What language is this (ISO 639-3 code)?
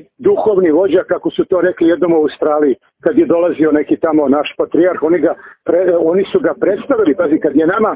srp